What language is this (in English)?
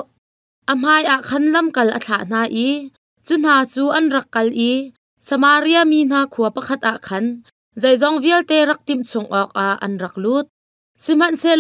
Hakha Chin